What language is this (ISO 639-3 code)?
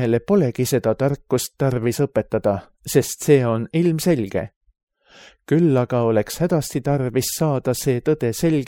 est